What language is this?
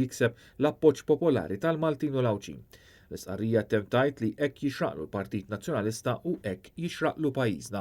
Maltese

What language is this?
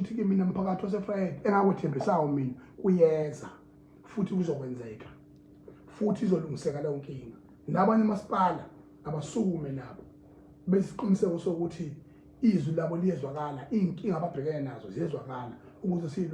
Zulu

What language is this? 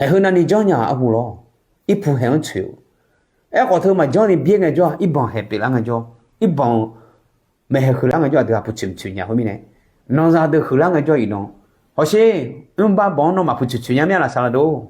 Akha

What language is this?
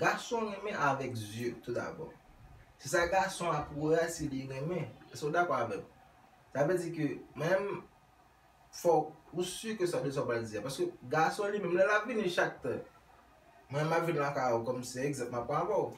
Haitian Creole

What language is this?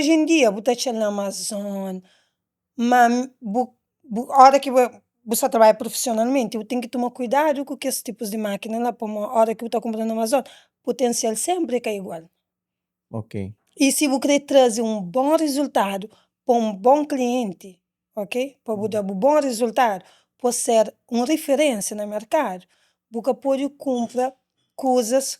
Kabuverdianu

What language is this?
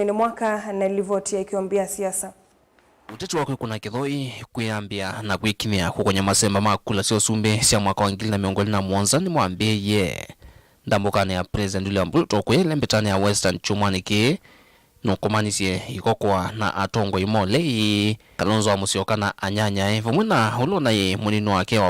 Kamba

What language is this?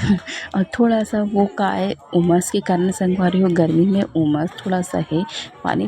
Chhattisgarhi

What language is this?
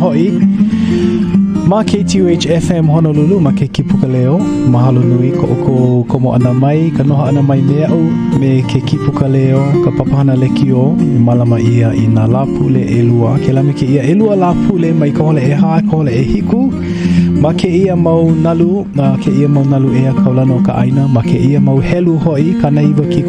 Hawaiian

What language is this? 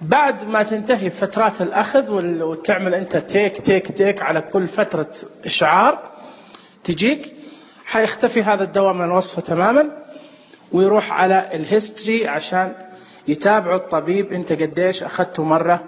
Najdi Arabic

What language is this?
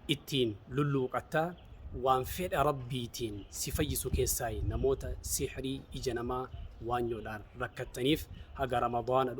Oromo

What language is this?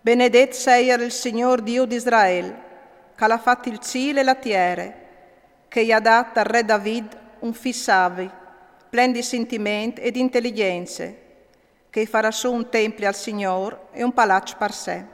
Friulian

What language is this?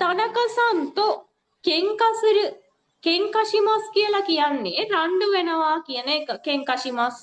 Sinhala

